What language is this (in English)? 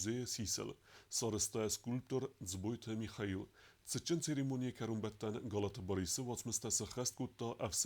Ossetic